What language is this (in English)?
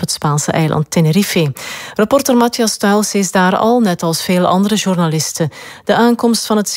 Dutch